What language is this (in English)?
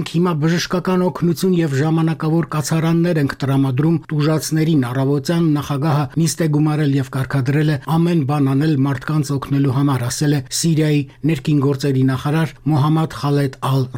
Armenian